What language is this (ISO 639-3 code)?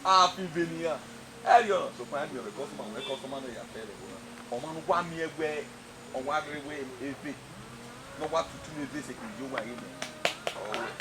bin